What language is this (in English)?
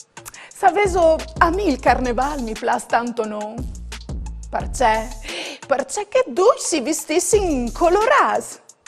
Friulian